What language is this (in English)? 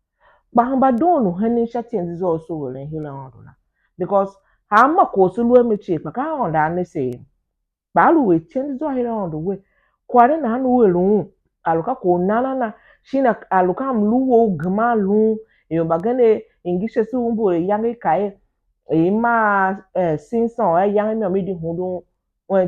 Tiv